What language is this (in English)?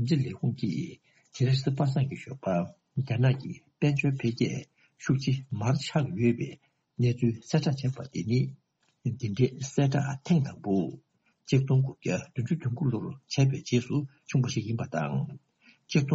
Tibetan